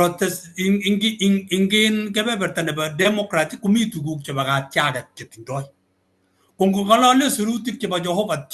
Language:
Kalenjin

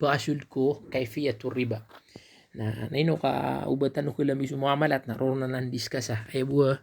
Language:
Maranao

